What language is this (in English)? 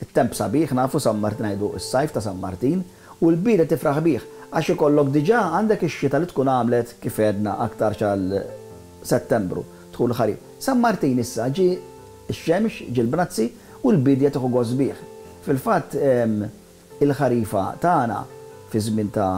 Maltese